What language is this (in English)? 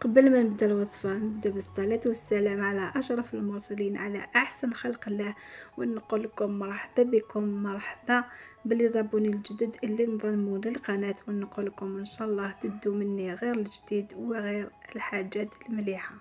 Algerian Arabic